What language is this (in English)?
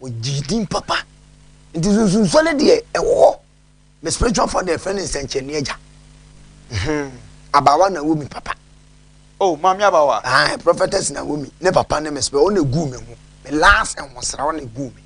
Akan